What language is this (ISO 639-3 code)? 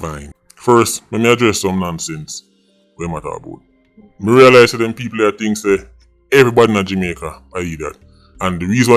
jam